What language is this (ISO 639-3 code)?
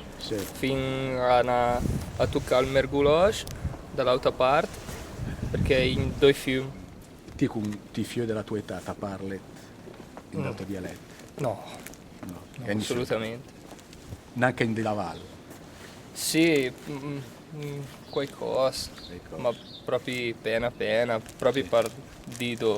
lmo